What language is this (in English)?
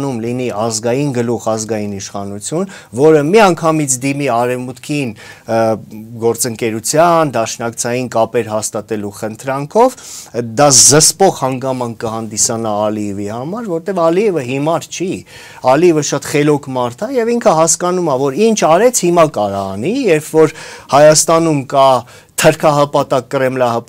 Armenian